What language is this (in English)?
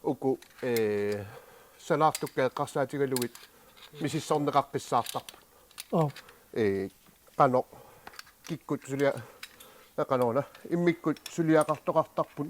Kalaallisut